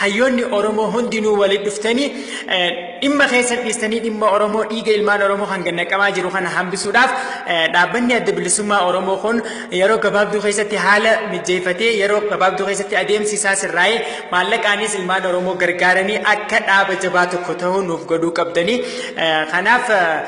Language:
Oromo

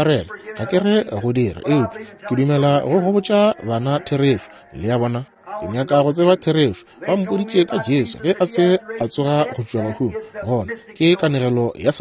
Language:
Northern Sotho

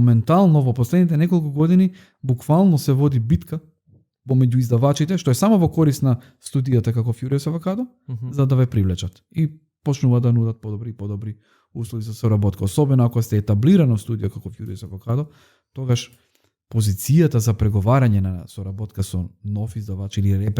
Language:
Macedonian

